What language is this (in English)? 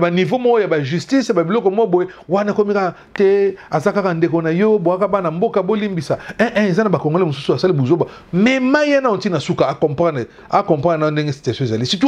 Lingala